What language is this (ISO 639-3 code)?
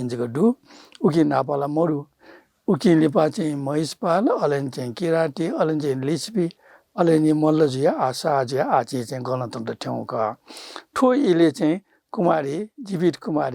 new